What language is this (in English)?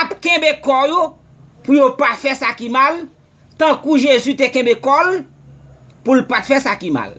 Haitian Creole